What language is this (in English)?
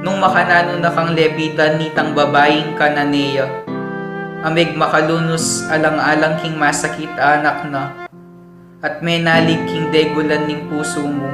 Pampanga